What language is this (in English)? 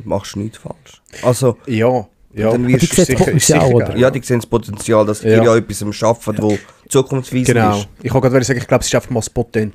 Swiss German